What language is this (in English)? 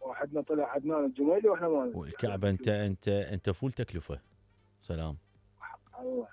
Mesopotamian Arabic